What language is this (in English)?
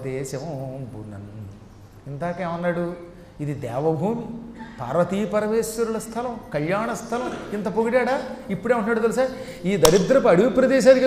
Telugu